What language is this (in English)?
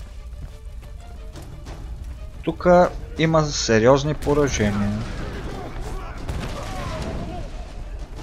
Bulgarian